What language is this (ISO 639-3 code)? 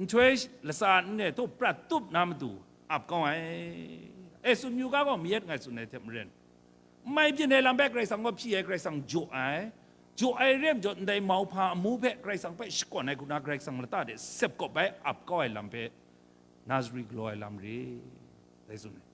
kac